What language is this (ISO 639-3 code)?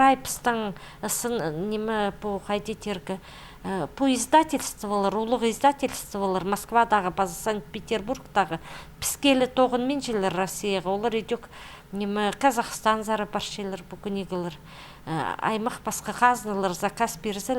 kjh